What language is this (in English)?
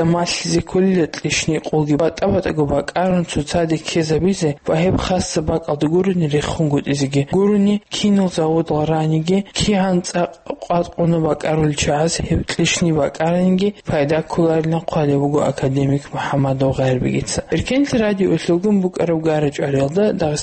Avaric